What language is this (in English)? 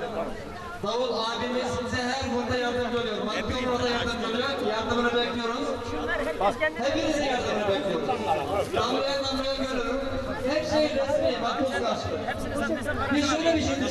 Turkish